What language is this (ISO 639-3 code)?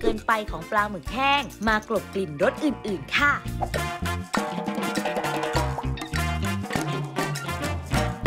tha